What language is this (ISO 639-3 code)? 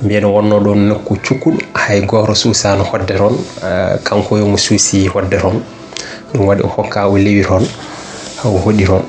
ful